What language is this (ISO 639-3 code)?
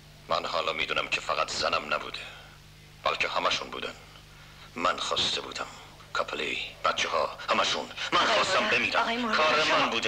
fas